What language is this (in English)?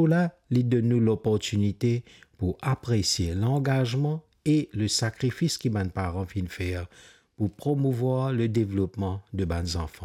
Morisyen